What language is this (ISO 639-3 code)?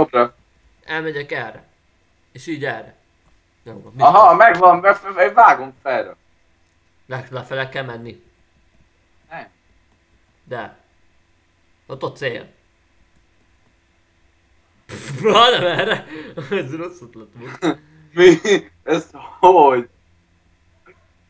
hun